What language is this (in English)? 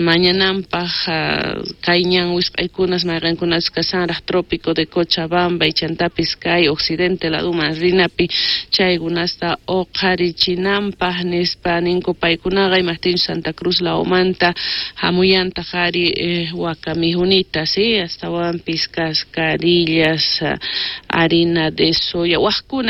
South Bolivian Quechua